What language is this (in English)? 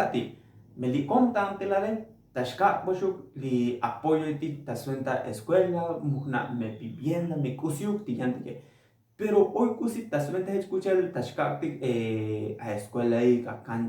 Tzotzil